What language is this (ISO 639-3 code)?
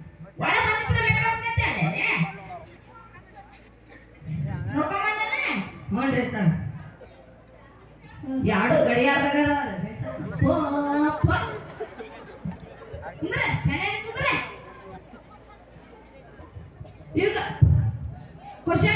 kan